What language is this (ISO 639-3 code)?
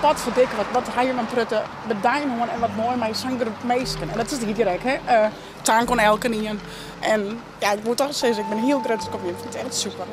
fry